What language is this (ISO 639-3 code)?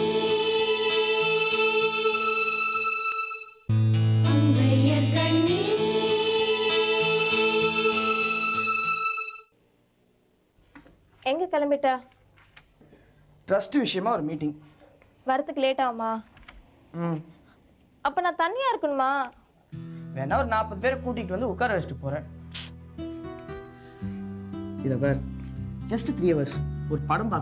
tam